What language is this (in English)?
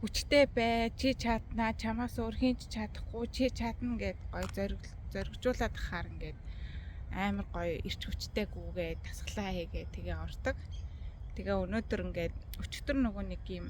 Mongolian